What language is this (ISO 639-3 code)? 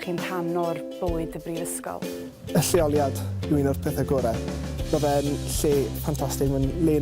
cym